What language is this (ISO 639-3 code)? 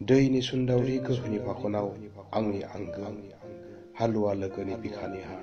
brx